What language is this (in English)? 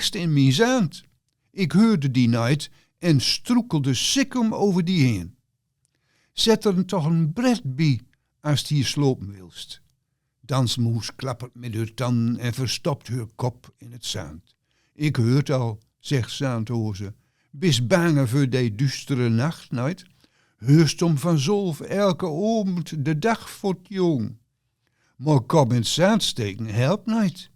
Gronings